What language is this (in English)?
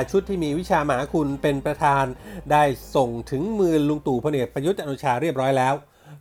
Thai